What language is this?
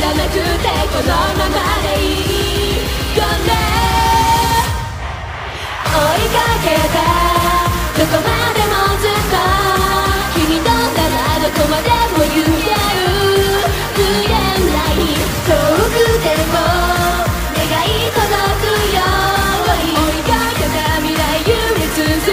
Japanese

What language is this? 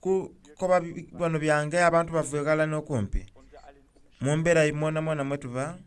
Soga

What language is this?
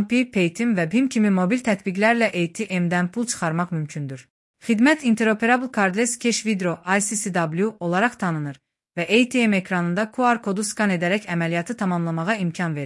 Azerbaijani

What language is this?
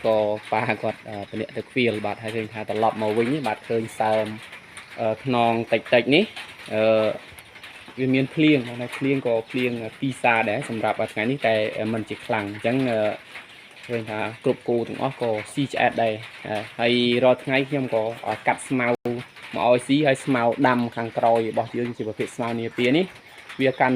Khmer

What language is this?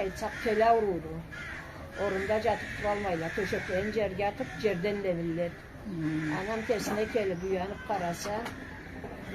Karachay-Balkar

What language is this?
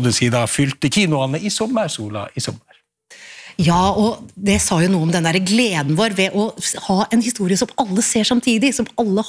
Norwegian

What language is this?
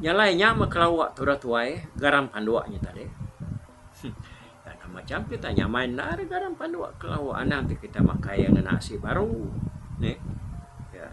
Iban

